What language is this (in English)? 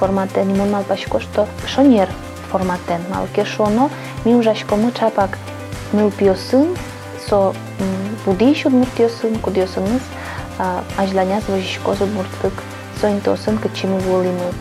Udmurt